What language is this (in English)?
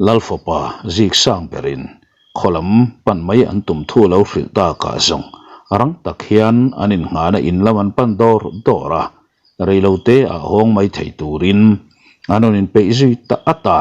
Mizo